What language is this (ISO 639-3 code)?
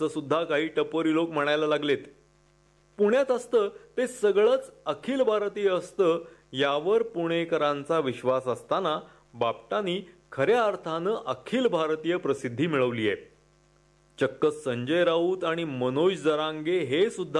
mar